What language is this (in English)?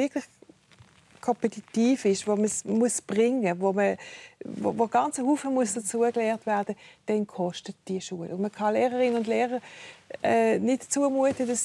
Swiss German